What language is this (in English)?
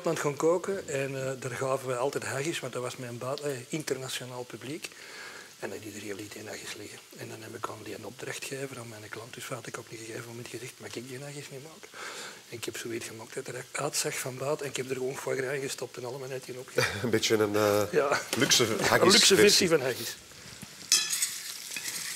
Dutch